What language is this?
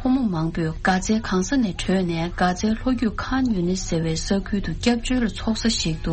Tibetan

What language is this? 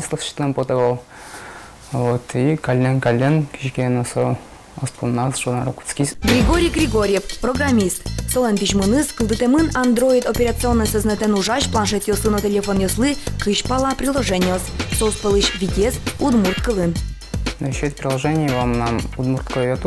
Udmurt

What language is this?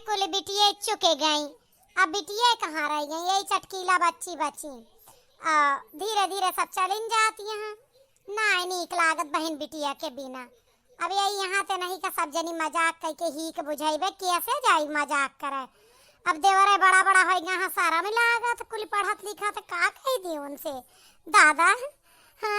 Awadhi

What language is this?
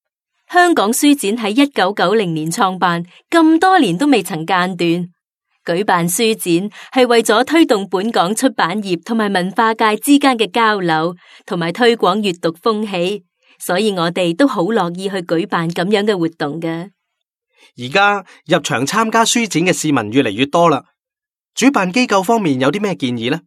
Cantonese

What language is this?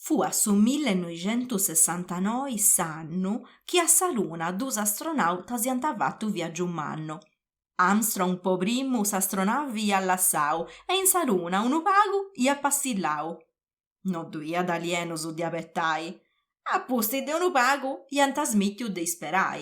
Sardinian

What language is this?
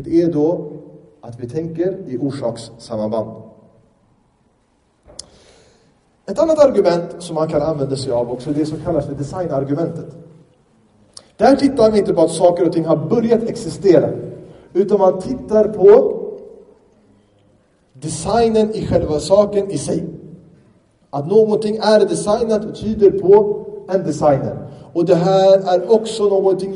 Swedish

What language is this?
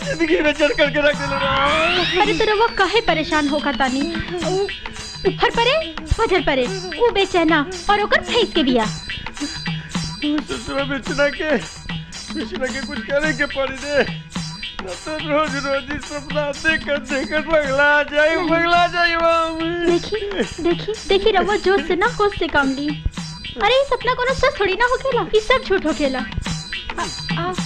Bhojpuri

